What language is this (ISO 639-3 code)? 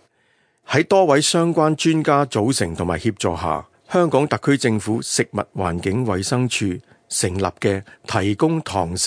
yue